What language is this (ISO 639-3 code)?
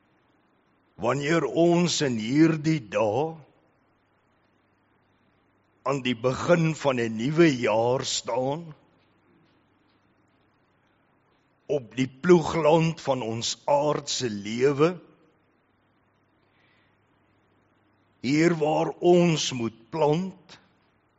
afr